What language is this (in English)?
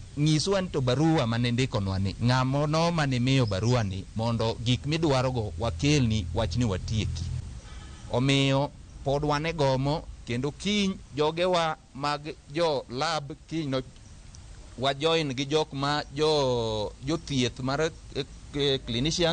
Luo (Kenya and Tanzania)